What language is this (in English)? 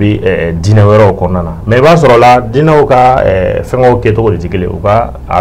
Bambara